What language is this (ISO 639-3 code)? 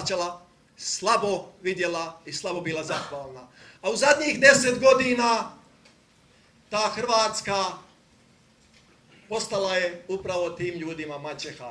hrv